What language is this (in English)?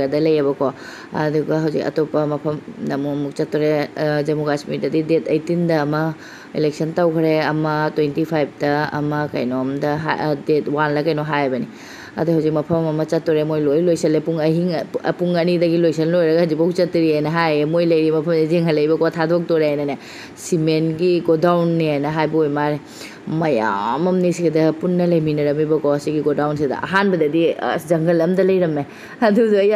Manipuri